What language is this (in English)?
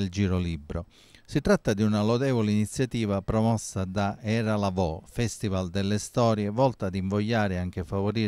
Italian